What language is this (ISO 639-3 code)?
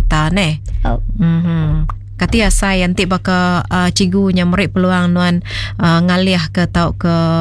iba